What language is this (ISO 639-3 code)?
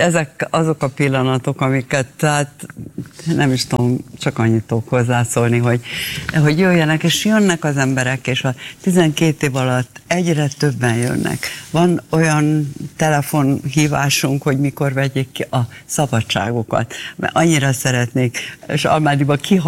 hun